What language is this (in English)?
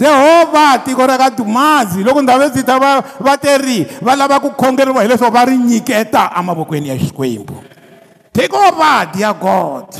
Tsonga